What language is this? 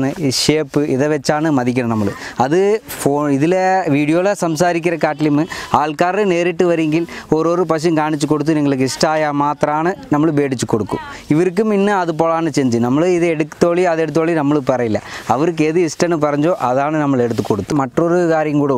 Malayalam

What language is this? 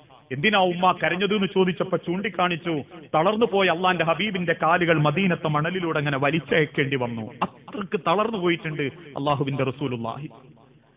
Malayalam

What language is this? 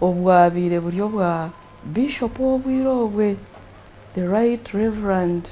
Nyankole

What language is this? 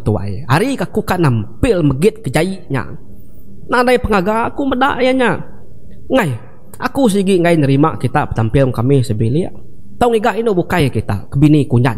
Iban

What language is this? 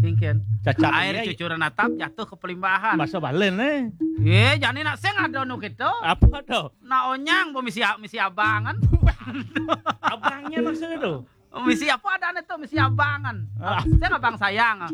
Balinese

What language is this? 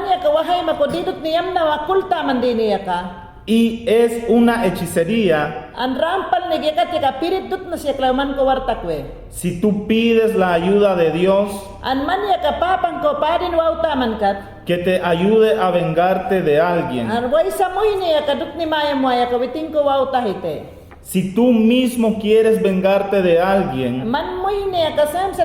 Mayangna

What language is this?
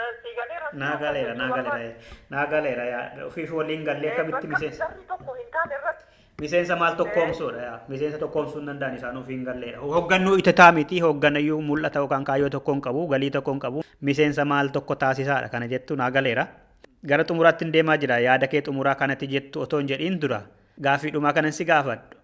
Oromo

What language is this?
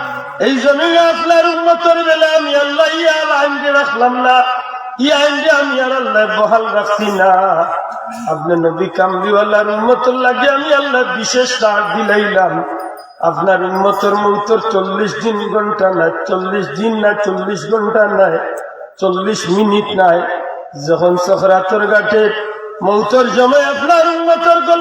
Sylheti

